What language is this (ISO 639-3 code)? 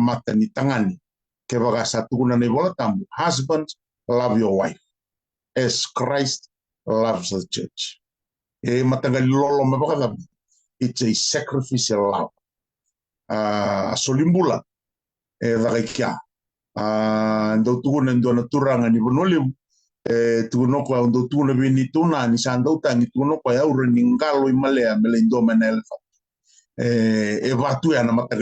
fij